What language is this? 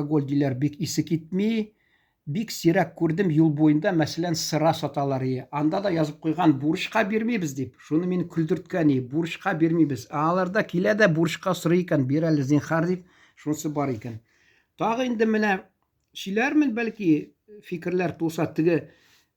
Tatar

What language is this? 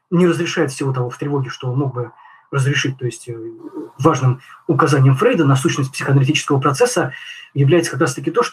Russian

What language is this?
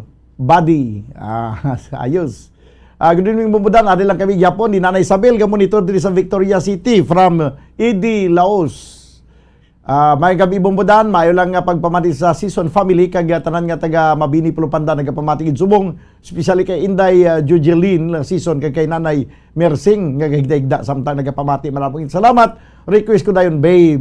Hiligaynon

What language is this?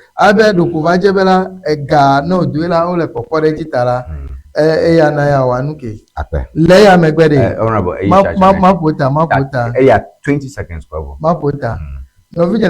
Ewe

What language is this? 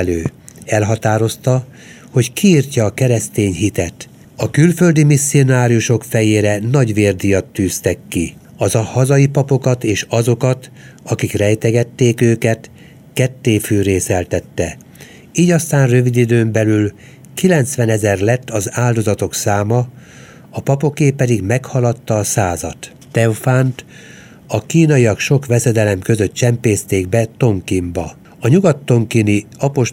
Hungarian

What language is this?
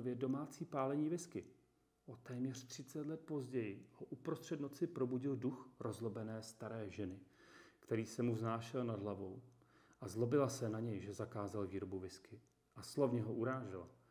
Czech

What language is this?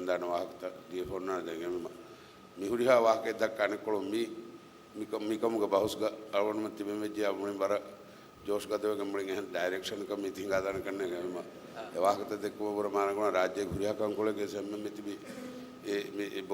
Divehi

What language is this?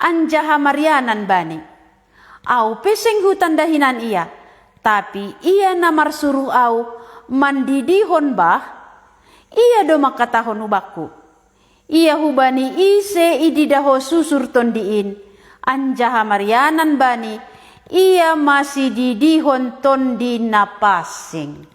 Batak Simalungun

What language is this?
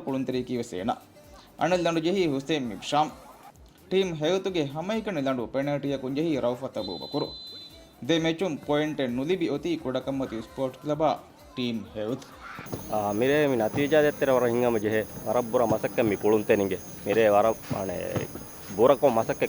Divehi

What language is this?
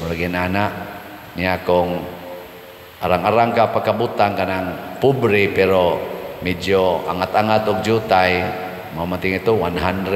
Cebuano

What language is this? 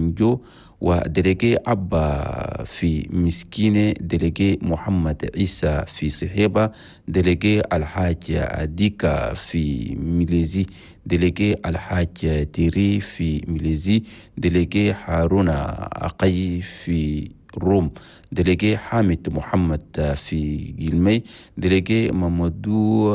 Chadian Arabic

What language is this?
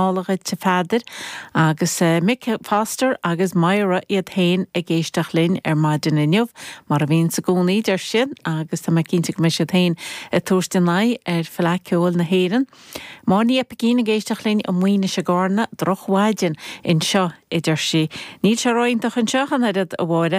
Irish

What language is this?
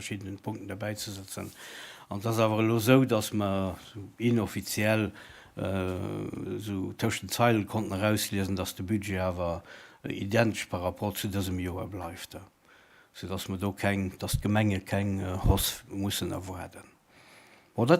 Luxembourgish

